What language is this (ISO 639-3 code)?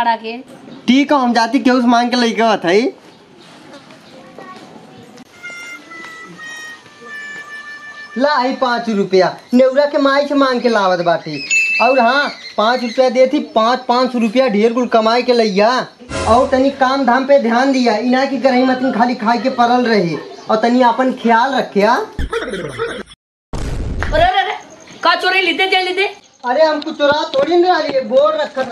bho